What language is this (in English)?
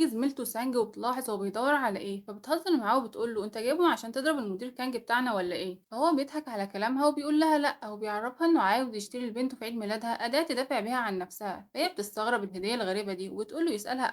Egyptian Arabic